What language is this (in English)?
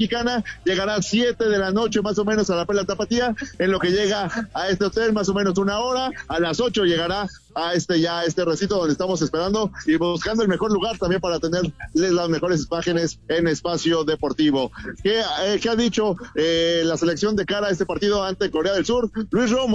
Spanish